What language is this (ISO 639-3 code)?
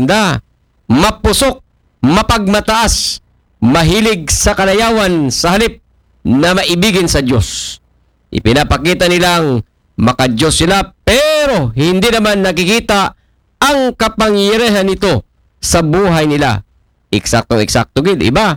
akl